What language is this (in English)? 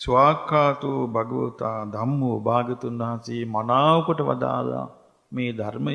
Sinhala